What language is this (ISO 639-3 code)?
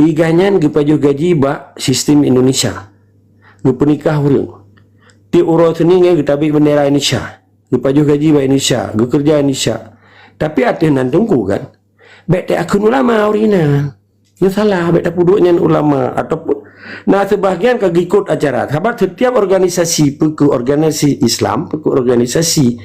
ace